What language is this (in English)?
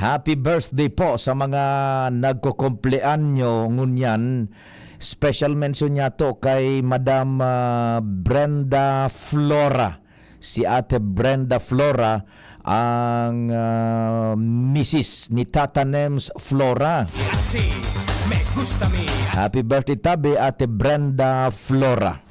Bikol